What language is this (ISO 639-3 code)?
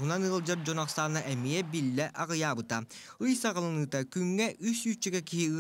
sah